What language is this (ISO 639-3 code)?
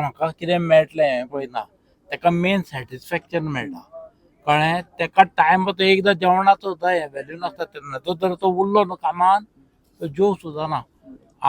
kok